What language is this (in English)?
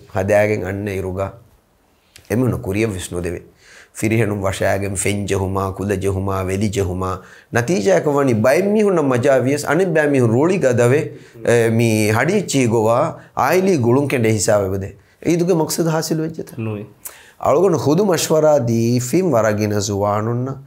Divehi